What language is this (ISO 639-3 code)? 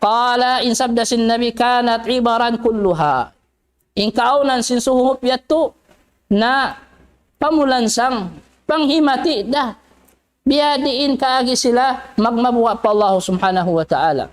tsg